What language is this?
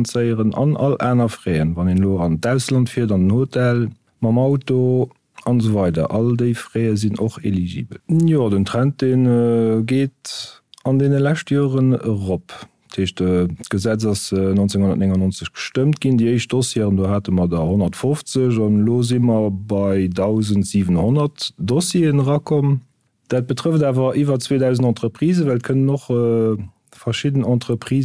Luxembourgish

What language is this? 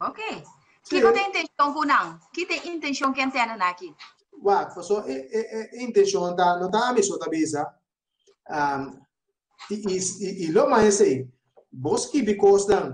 Papiamento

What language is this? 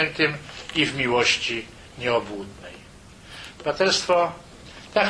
Polish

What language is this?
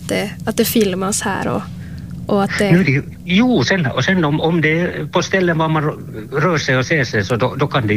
Swedish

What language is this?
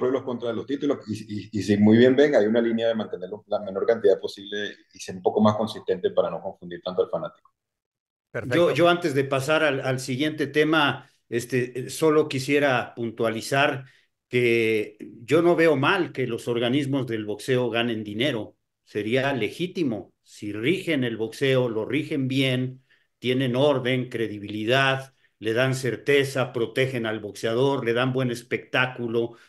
Spanish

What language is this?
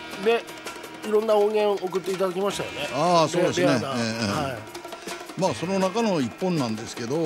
Japanese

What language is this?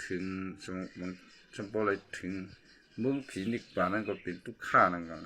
Shan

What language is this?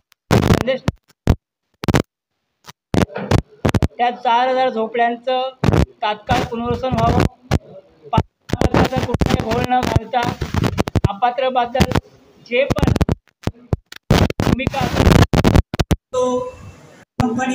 Marathi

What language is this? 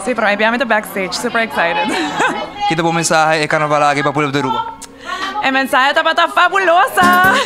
Papiamento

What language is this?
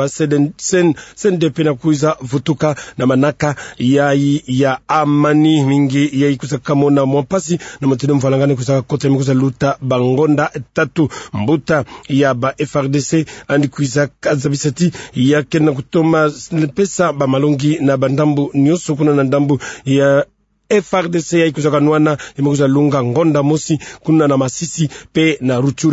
Kituba (Democratic Republic of Congo)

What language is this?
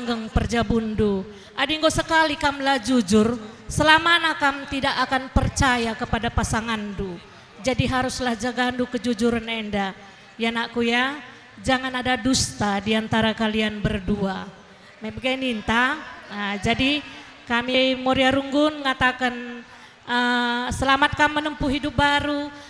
Batak Karo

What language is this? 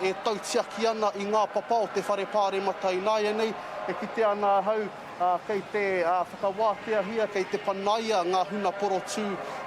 Māori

